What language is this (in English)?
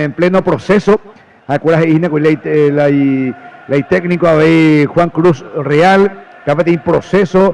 Guarani